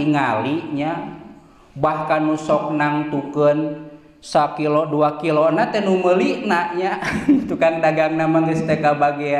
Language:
Sundanese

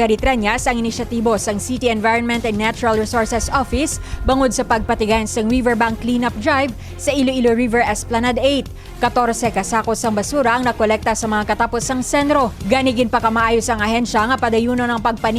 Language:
Hiligaynon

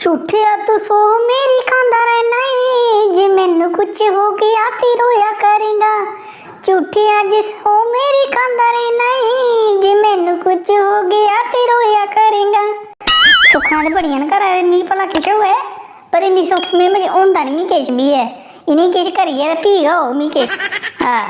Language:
Dogri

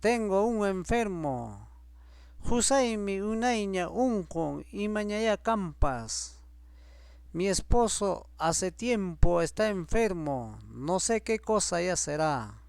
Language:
Ayacucho Quechua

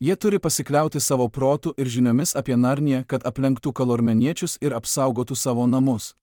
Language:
Lithuanian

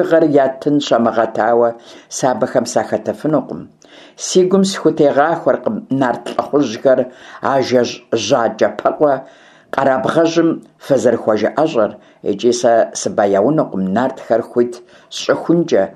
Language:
Kabardian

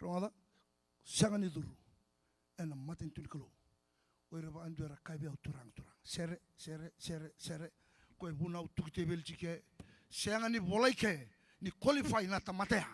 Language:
Fijian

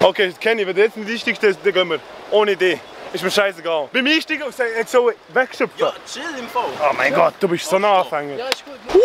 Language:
Swiss German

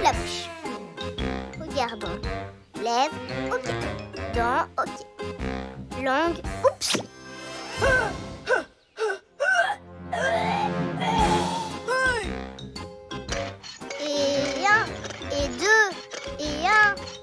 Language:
French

